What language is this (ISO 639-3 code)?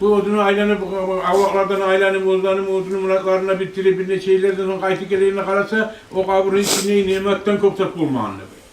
kum